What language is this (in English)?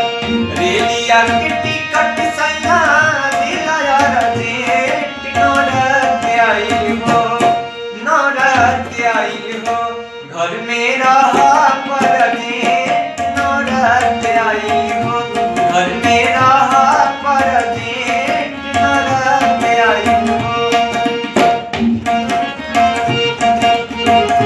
Bhojpuri